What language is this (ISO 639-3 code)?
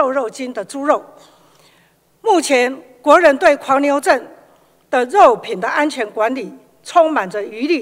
zho